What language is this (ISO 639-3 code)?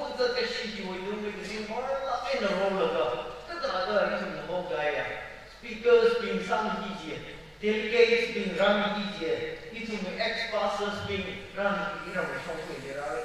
nmf